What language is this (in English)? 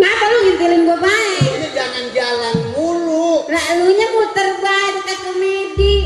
Betawi